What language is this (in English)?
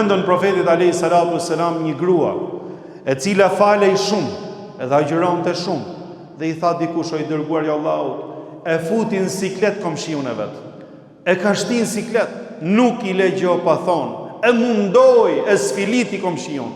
Albanian